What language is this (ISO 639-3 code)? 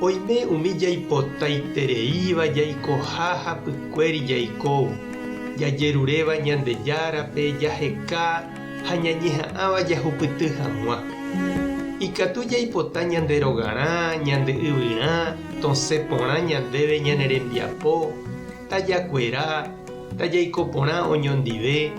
grn